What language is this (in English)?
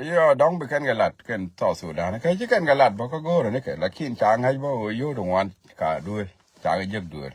Nuer